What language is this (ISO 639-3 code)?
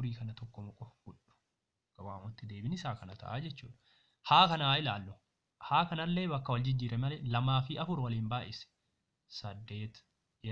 orm